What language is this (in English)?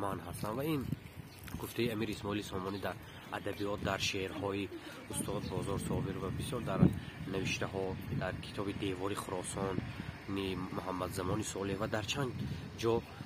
Tajik